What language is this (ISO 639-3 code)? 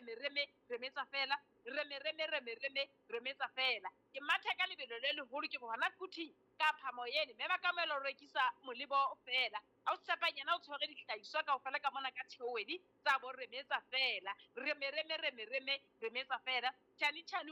sot